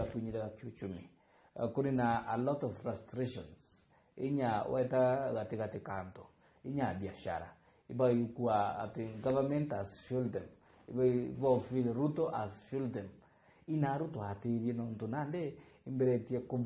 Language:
Meru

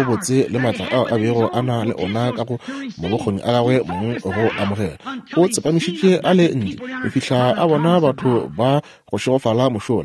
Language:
Northern Sotho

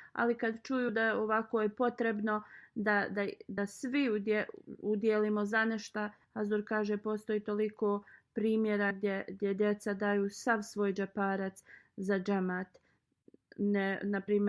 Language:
Bosnian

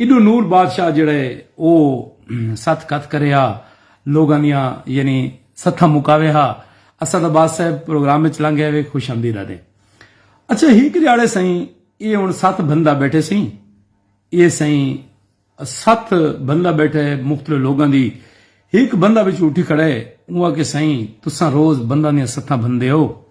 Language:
Saraiki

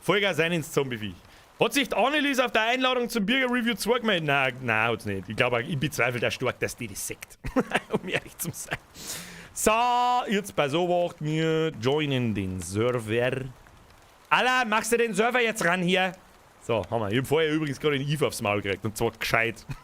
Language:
Bavarian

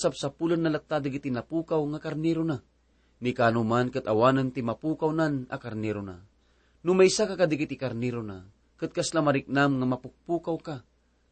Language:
Iloko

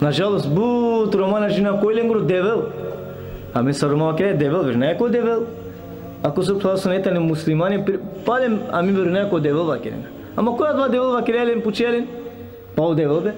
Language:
Balkan Romani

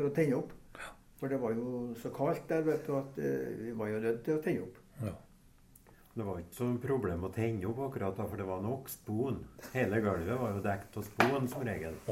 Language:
Norwegian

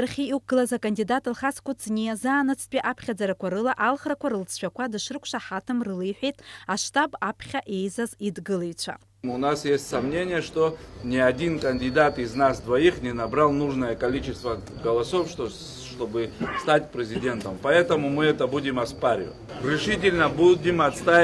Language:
Abkhazian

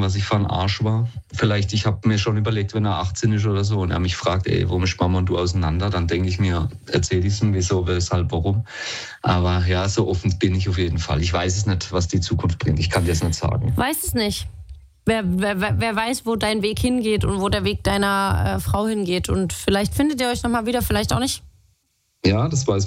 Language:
German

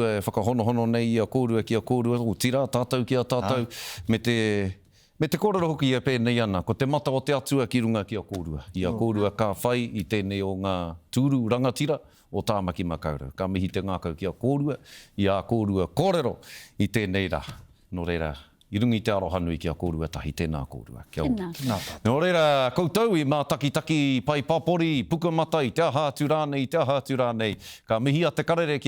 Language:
Māori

